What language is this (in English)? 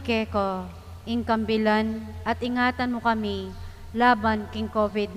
Pampanga